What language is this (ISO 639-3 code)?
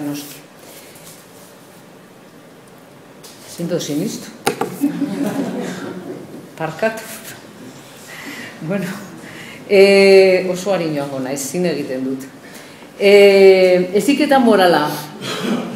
eus